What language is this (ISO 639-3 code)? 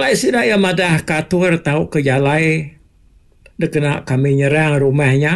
iba